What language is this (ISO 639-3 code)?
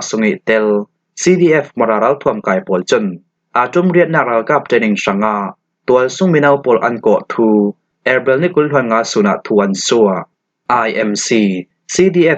cfm